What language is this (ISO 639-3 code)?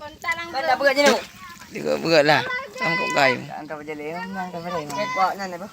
ace